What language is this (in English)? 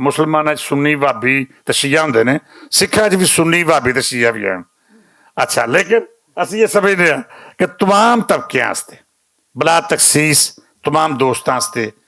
Western Panjabi